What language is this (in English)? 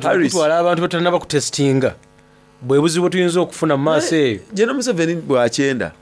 Soga